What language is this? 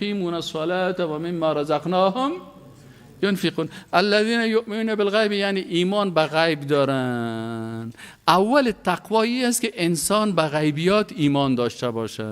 Persian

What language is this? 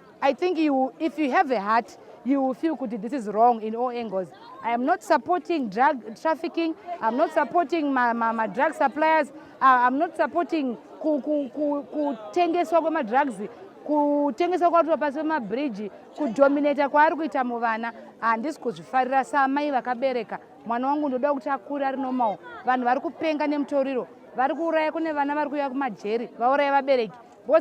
Shona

